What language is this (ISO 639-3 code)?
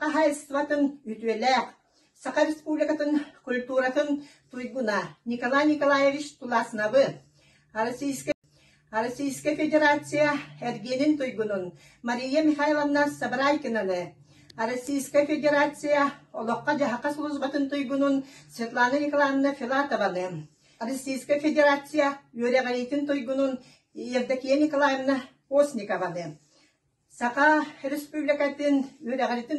sah